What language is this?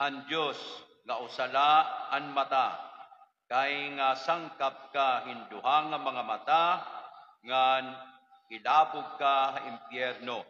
Waray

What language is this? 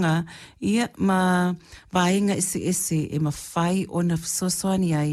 Samoan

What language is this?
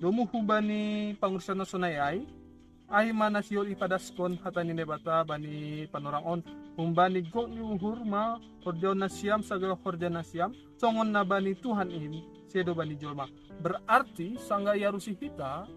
Batak Simalungun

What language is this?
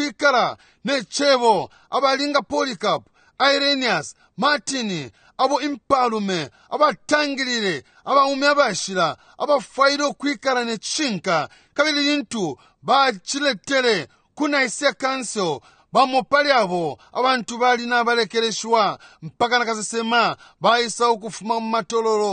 Bemba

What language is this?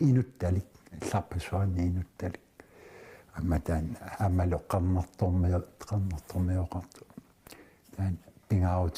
Kalaallisut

